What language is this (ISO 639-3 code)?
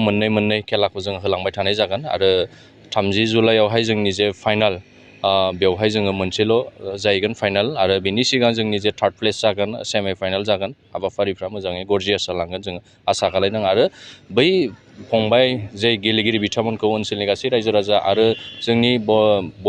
brx